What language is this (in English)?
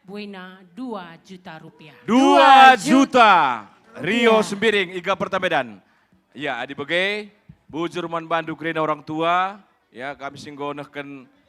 Batak Karo